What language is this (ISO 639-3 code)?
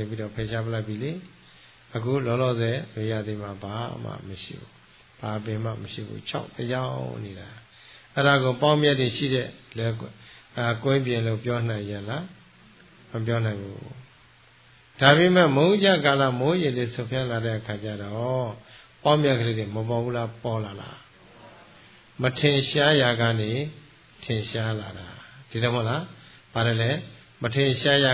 mya